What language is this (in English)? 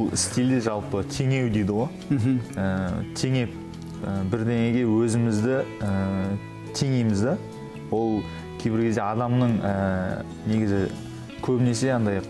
Kazakh